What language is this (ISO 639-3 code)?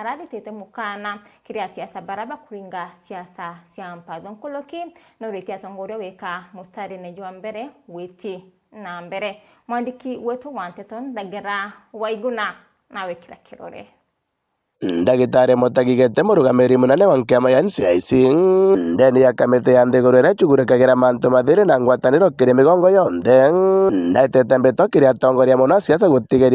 mer